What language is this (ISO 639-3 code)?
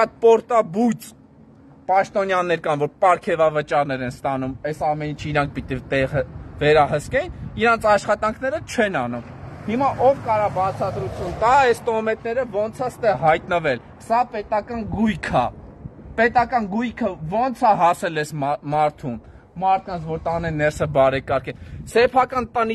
hye